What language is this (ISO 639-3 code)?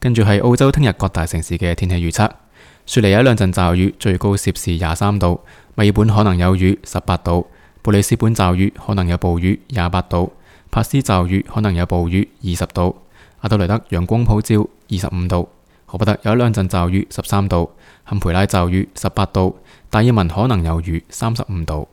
yue